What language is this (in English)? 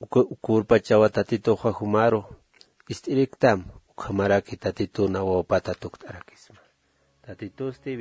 Aymara